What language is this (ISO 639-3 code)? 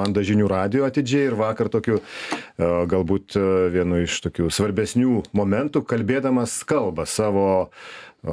lit